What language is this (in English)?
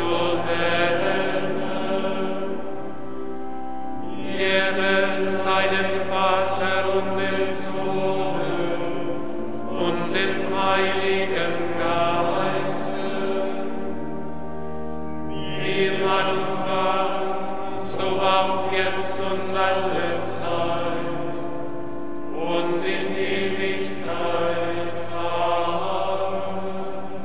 German